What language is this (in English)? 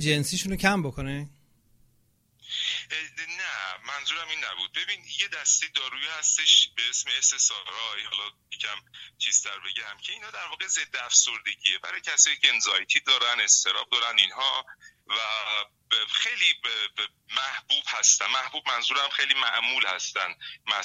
Persian